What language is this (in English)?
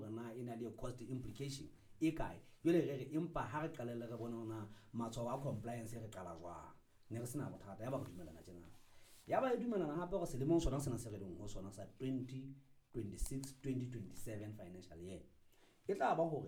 Southern Sotho